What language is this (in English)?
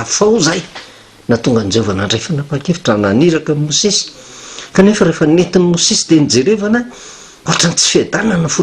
Malagasy